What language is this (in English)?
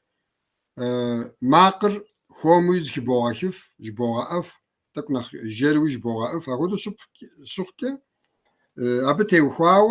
Kabardian